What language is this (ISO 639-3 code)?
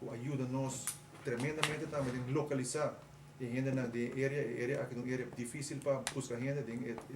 pap